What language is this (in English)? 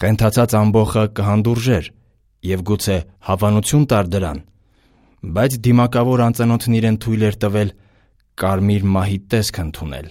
Armenian